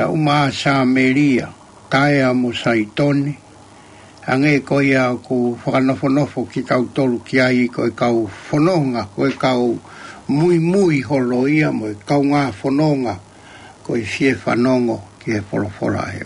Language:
Tongan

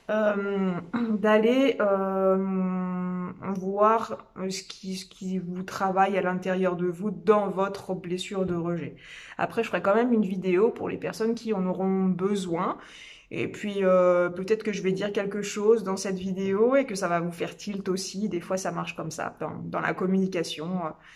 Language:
French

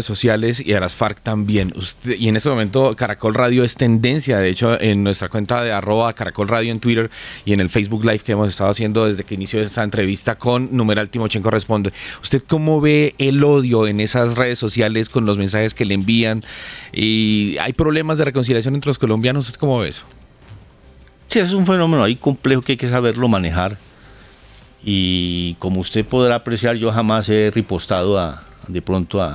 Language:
Spanish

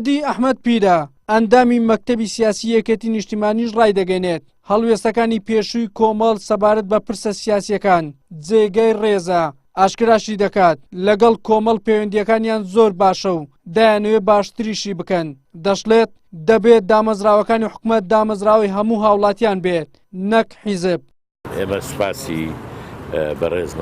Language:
Central Kurdish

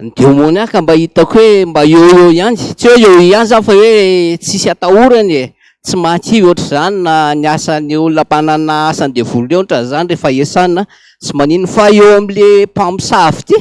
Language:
Malagasy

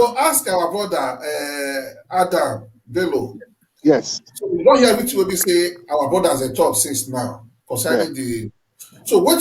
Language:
Nigerian Pidgin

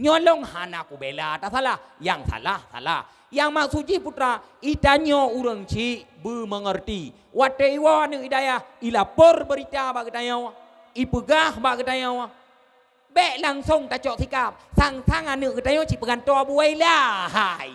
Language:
Achinese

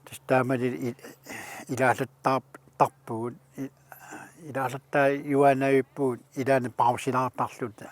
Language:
Kalaallisut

